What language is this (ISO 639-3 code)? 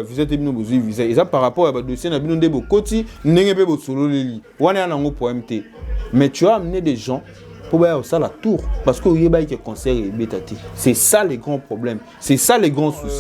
lin